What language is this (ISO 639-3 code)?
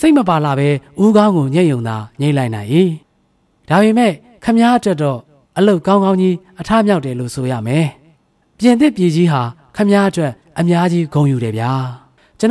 mya